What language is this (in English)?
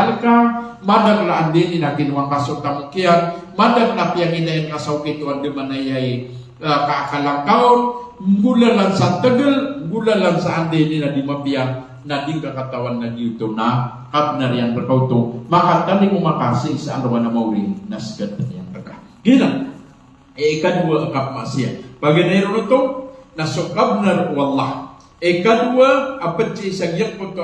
Maranao